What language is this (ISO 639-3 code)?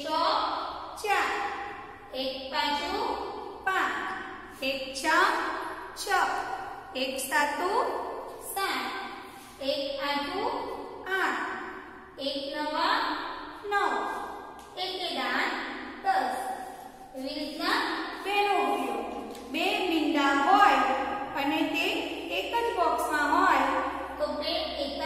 guj